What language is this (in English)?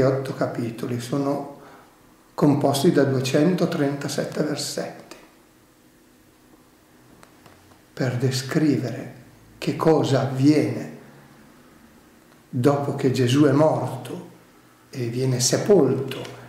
Italian